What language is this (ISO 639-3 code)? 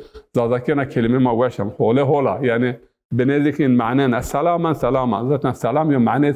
zza